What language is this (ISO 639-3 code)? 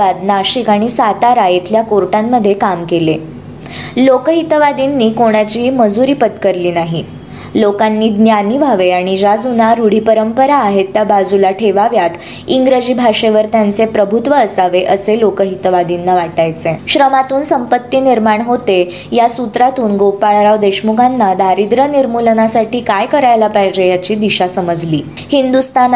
mar